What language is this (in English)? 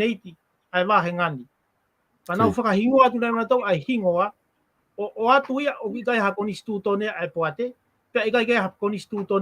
Tongan